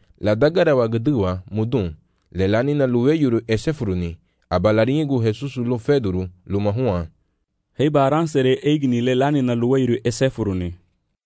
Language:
Garifuna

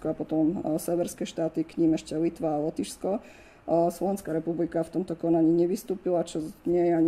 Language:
Slovak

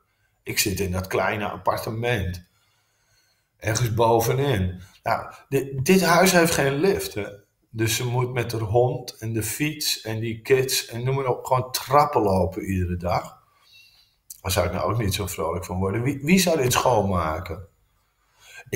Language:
Dutch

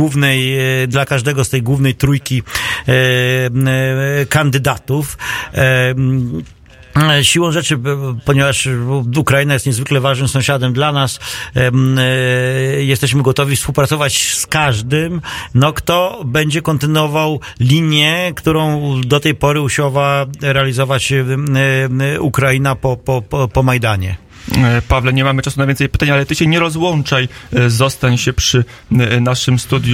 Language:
Polish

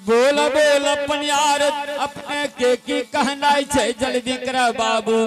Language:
Angika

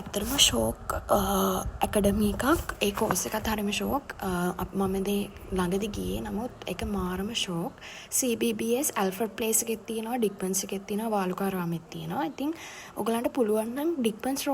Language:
Sinhala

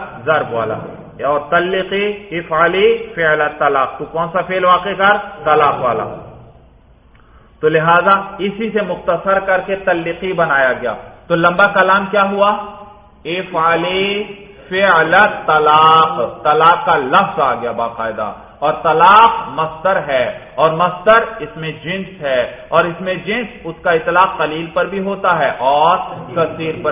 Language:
Urdu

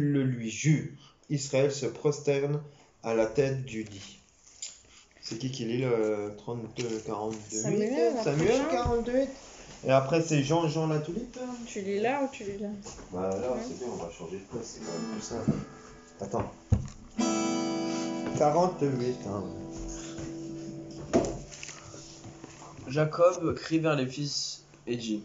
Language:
French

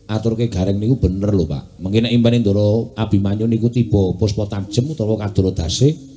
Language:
Javanese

